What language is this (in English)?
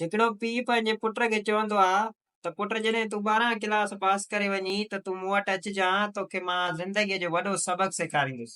Sindhi